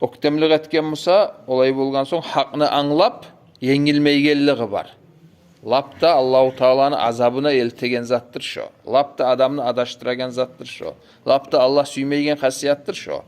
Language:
Kumyk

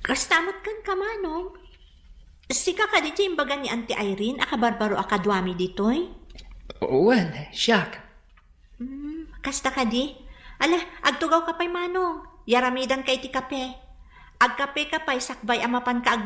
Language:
Iloko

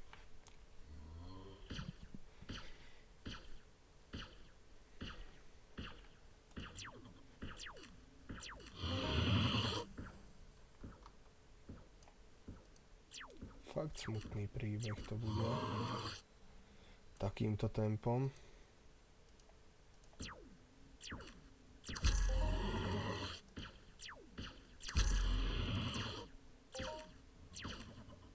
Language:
Slovak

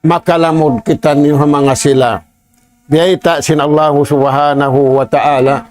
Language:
Tausug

